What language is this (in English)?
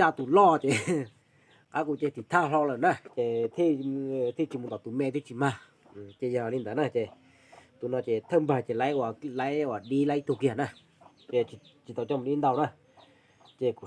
Hmong